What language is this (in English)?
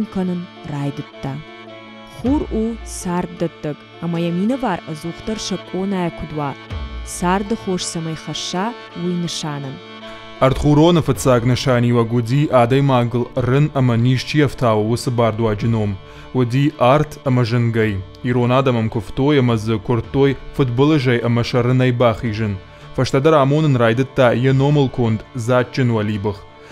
Ossetic